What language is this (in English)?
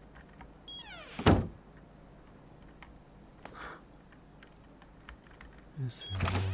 German